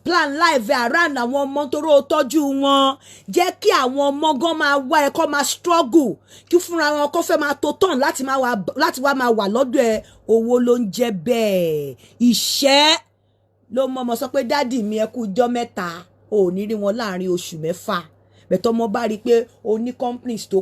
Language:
Yoruba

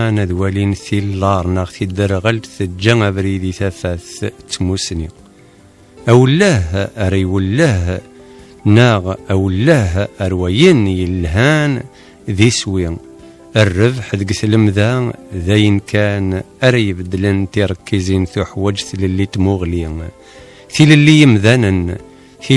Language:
Kabyle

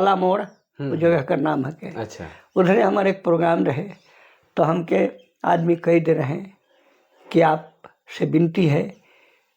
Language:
Sadri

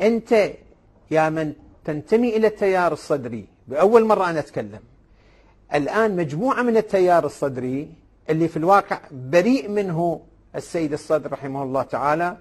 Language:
Mesopotamian Arabic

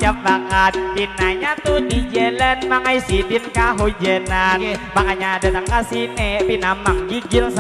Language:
Banjar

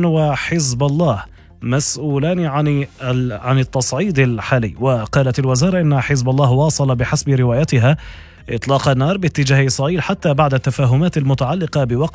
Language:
Arabic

